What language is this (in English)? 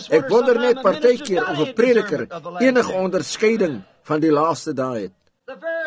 Afrikaans